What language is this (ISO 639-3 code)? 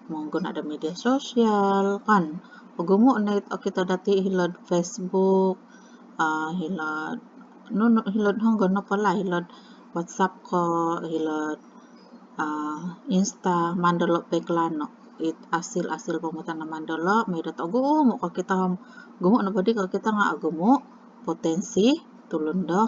dtp